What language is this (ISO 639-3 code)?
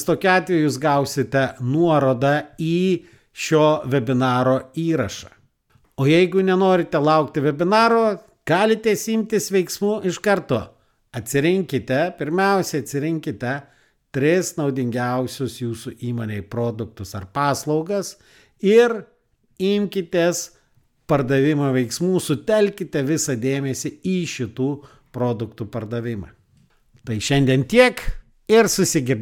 lit